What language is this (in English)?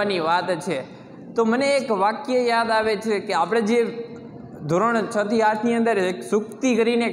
Gujarati